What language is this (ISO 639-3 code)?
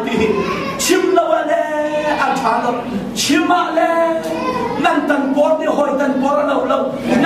cnh